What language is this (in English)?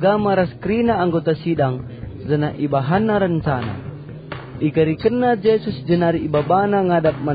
Batak Karo